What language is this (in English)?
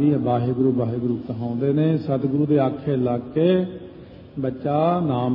Punjabi